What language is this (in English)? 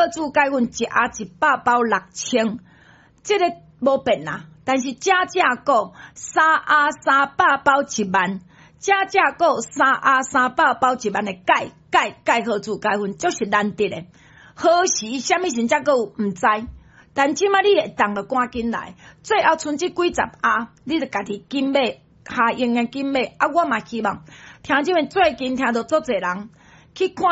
Min Nan Chinese